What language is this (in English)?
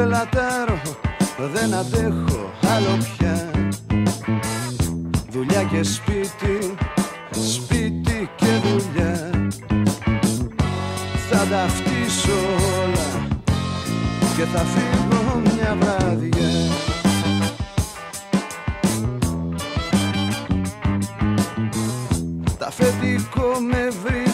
Greek